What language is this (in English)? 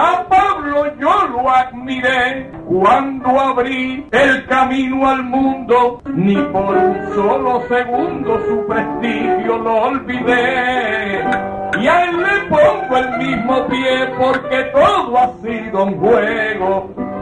Spanish